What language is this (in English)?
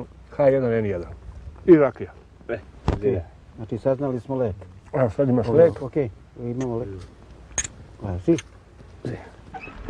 Serbian